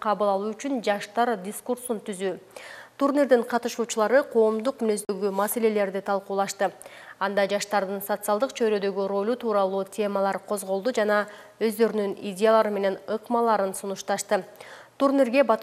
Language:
Kyrgyz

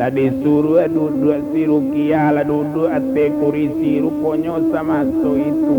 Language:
Minangkabau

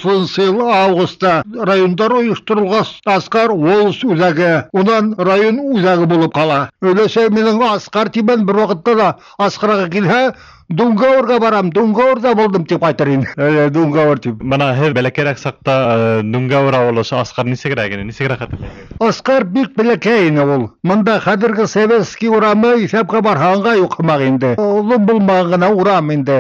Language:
Bashkir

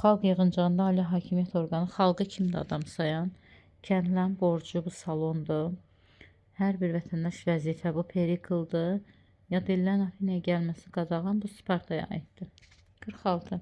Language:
Azerbaijani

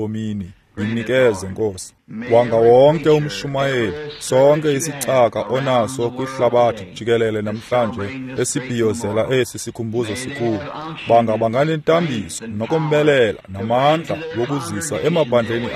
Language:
Xhosa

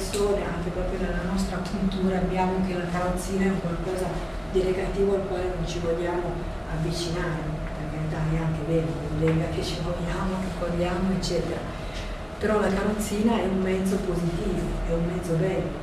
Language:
Italian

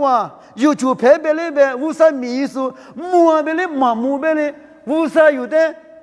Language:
Lisu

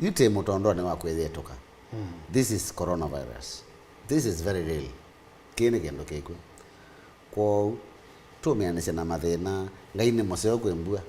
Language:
Kamba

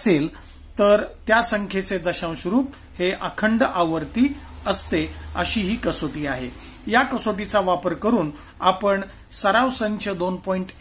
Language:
Marathi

